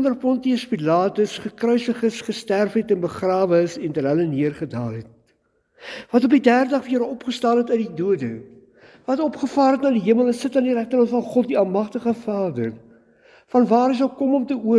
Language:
Afrikaans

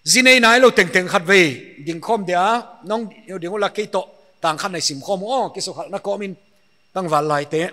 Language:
Paite Chin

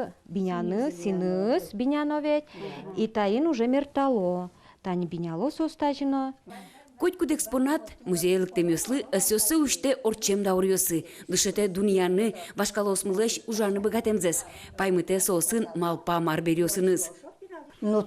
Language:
Udmurt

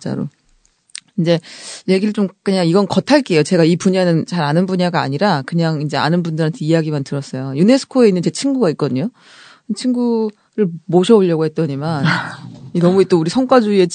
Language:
Korean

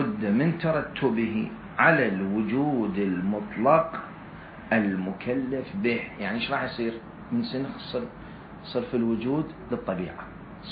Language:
Mesopotamian Arabic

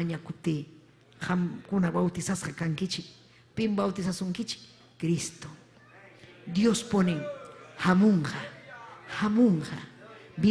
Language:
Ayacucho Quechua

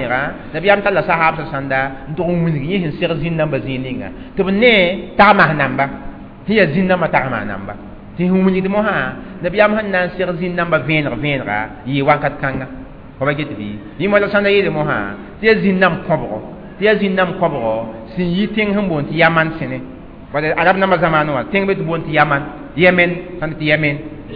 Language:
Mossi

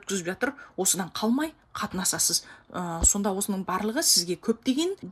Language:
Kazakh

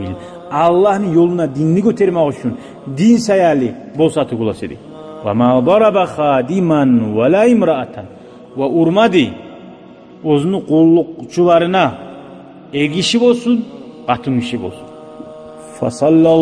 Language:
Kumyk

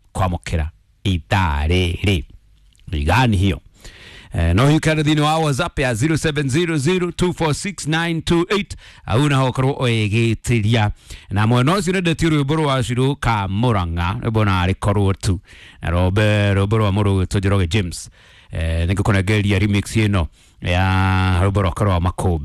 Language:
Kikuyu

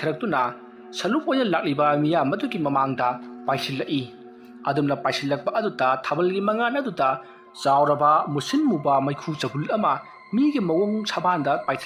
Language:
Manipuri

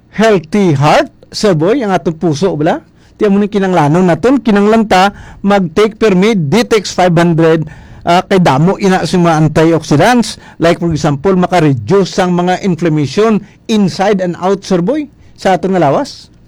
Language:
Hiligaynon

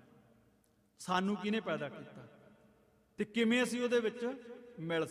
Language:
Punjabi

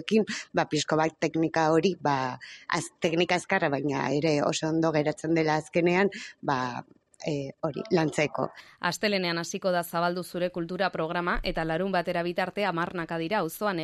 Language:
Basque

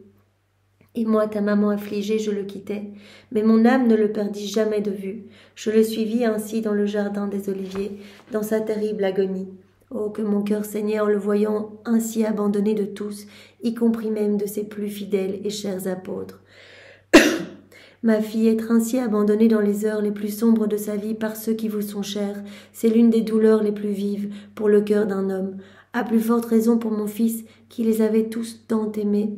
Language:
French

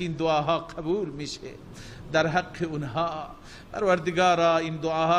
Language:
Persian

